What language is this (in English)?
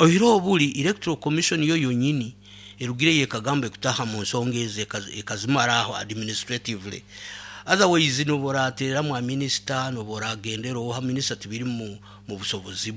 Nyoro